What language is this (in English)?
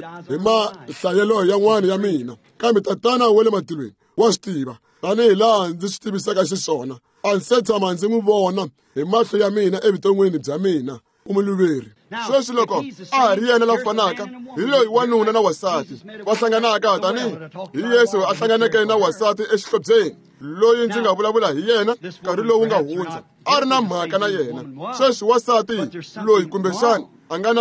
Tsonga